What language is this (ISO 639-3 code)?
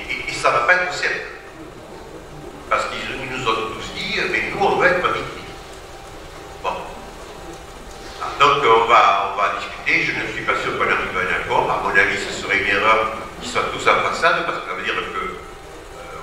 fra